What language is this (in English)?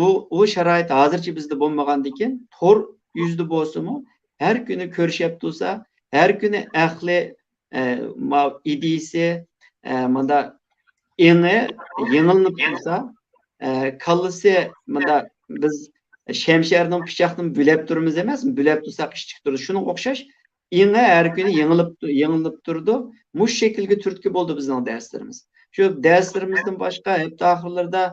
Uyghur